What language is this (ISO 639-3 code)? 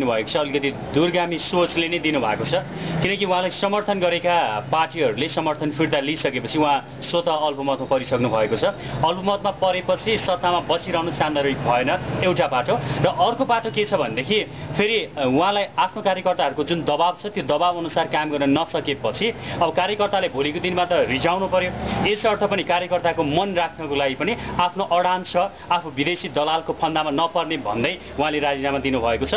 nep